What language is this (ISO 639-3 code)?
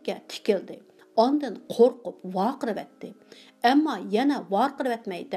uig